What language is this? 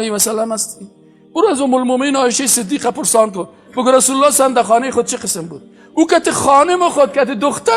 Persian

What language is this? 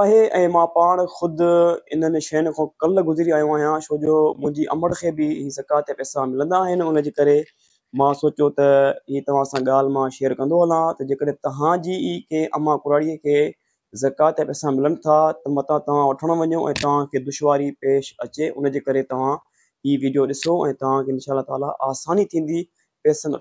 Sindhi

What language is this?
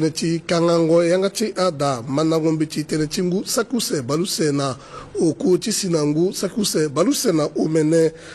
Sango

